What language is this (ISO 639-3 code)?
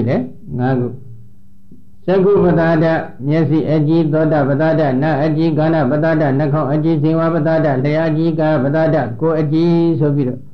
mya